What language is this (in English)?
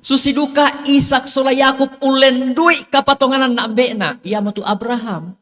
Toraja-Sa'dan